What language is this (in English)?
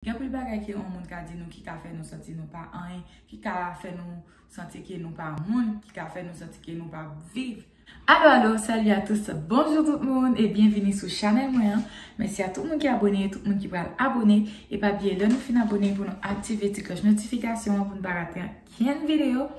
Haitian Creole